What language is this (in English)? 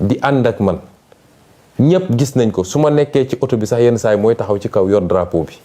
Wolof